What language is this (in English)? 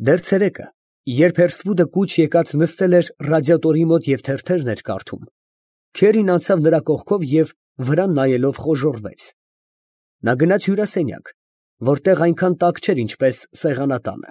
Armenian